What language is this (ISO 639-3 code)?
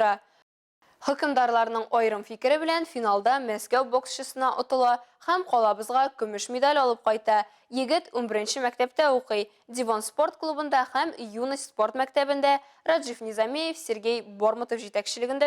tat